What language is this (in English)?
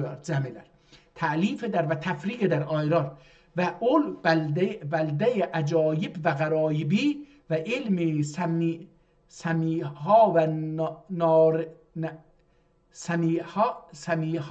South Azerbaijani